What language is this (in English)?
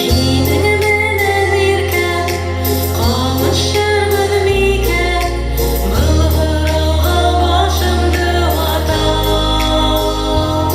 Bashkir